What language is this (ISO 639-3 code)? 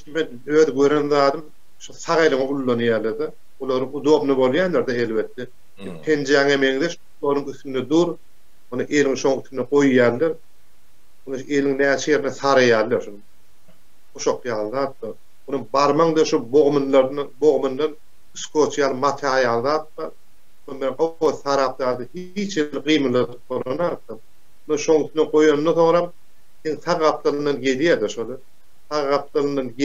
tuk